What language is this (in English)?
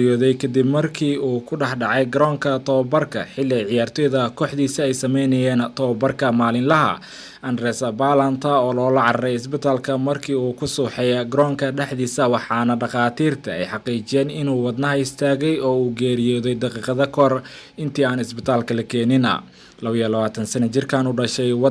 Somali